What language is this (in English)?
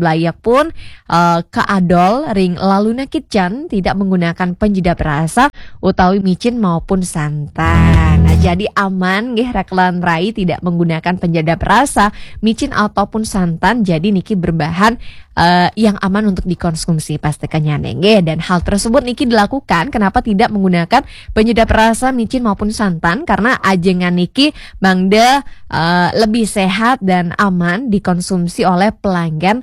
Balinese